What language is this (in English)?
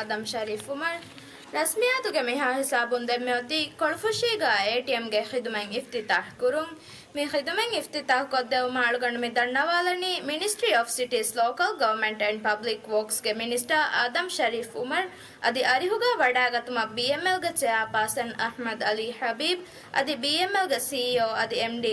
Divehi